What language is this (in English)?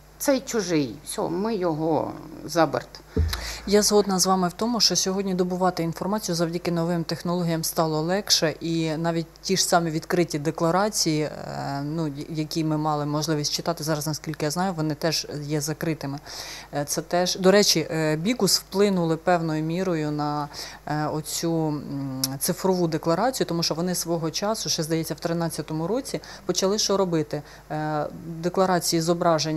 Ukrainian